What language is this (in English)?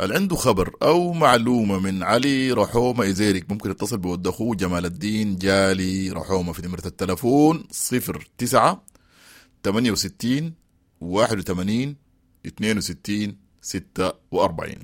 Sudanese Arabic